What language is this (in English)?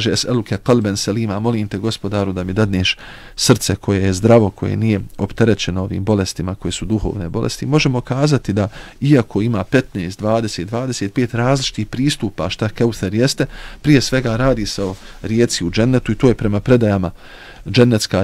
Bosnian